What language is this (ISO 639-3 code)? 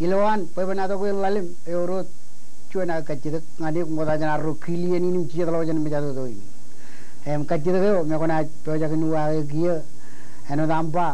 mah